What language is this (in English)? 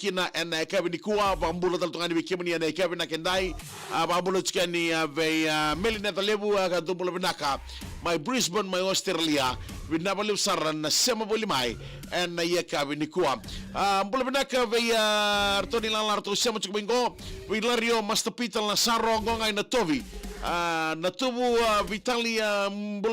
Fijian